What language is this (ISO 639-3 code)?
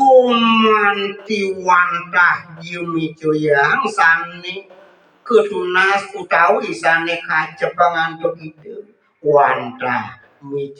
ban